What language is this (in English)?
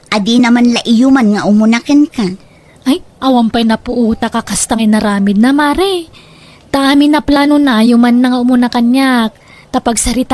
Iloko